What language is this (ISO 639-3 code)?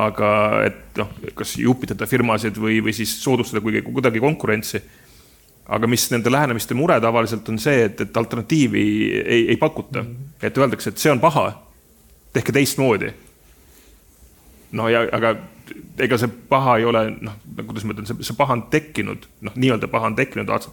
est